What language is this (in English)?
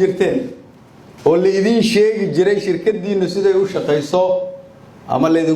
Somali